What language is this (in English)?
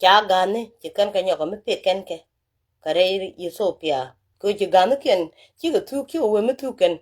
Nuer